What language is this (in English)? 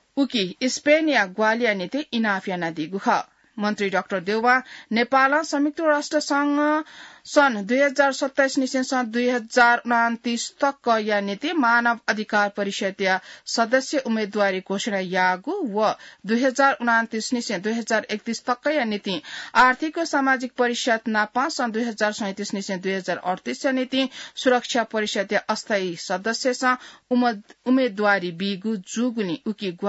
Newari